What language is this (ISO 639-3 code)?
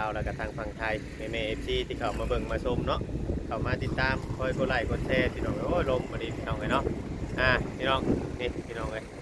tts